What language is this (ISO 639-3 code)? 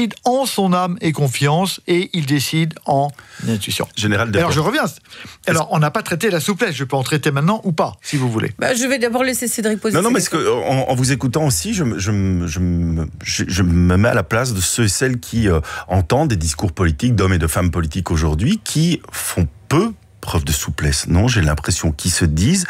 fra